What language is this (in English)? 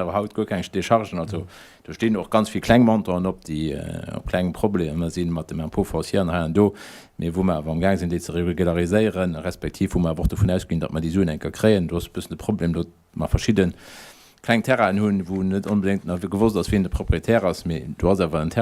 Luxembourgish